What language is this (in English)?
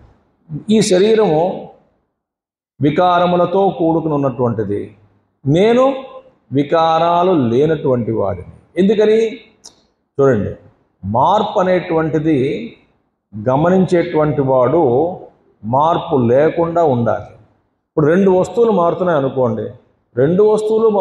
Telugu